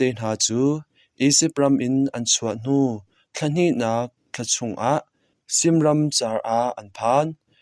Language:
Hakha Chin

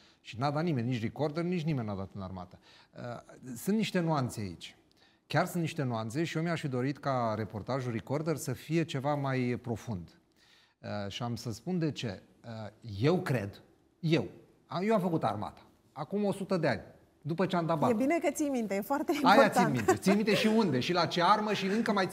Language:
Romanian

